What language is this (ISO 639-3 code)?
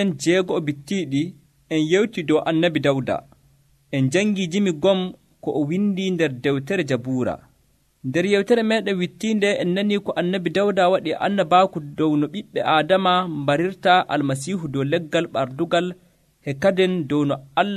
fuv